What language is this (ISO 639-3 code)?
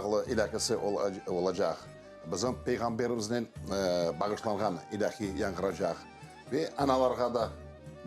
crh